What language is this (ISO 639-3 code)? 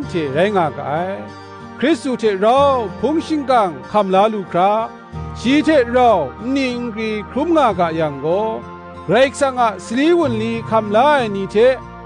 kac